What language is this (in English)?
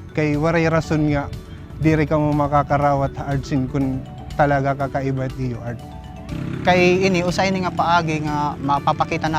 Waray